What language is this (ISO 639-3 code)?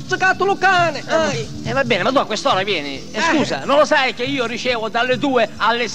scn